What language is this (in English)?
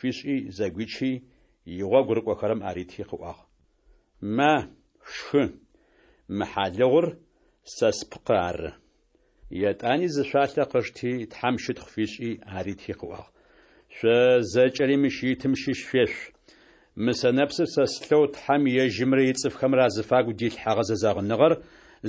Adyghe